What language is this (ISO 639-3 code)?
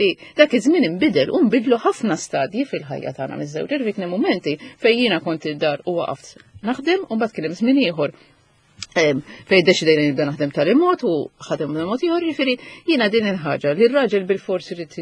mlt